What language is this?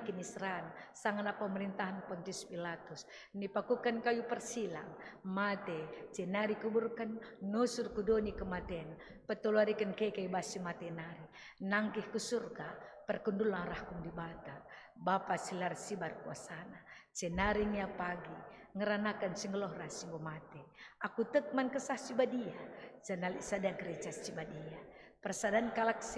Batak Karo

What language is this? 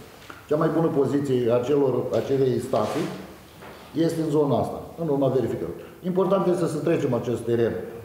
Romanian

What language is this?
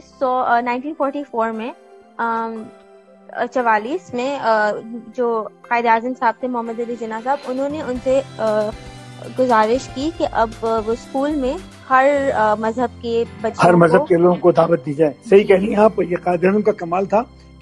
Urdu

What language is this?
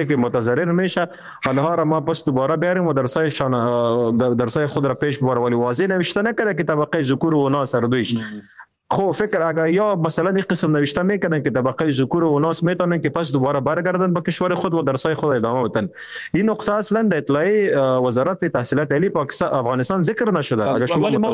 Persian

